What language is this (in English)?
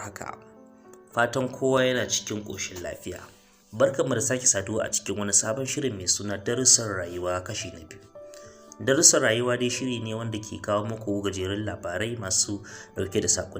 Hausa